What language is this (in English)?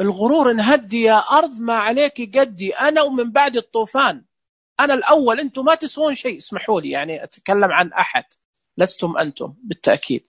Najdi Arabic